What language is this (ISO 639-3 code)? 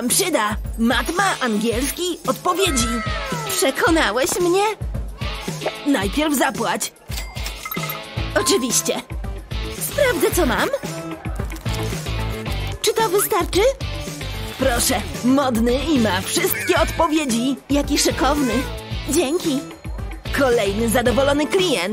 pol